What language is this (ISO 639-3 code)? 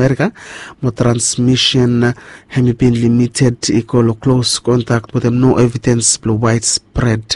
bis